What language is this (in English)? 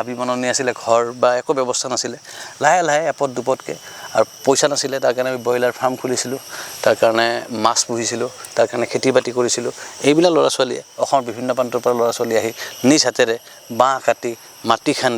Assamese